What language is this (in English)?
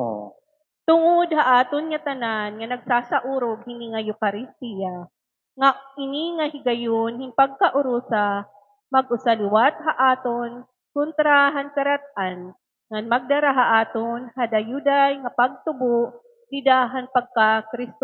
Waray